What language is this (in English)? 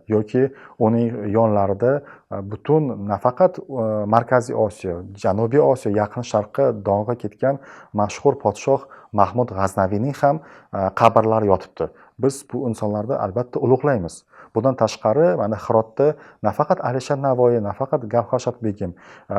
Uzbek